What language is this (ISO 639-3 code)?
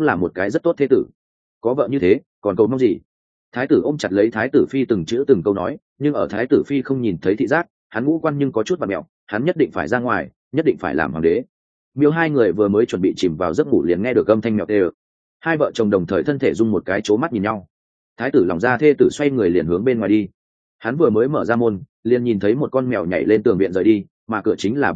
vie